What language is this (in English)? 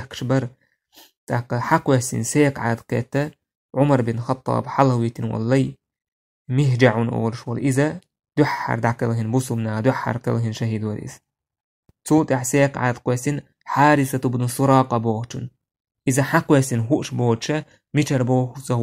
Chechen